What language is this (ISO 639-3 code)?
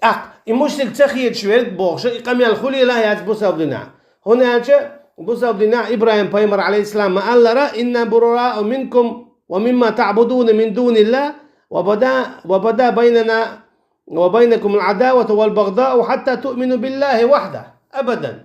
che